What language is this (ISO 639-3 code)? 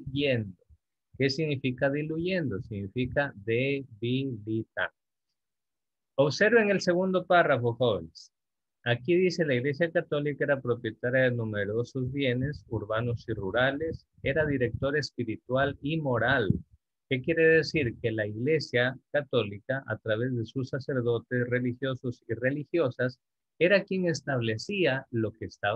spa